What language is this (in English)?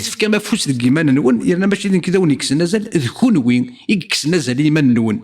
Kabyle